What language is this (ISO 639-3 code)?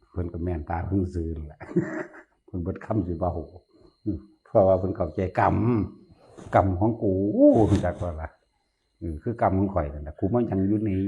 tts